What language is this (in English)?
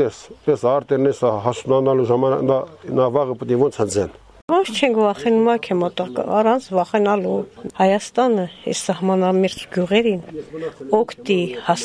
Armenian